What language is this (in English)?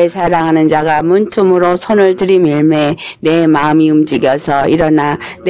Korean